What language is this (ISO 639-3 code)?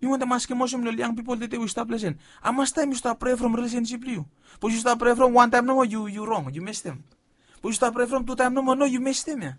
bis